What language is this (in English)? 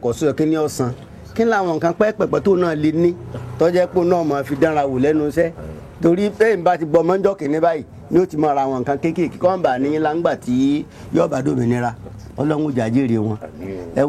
Yoruba